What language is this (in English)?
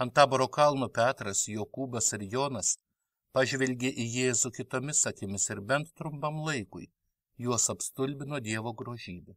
Lithuanian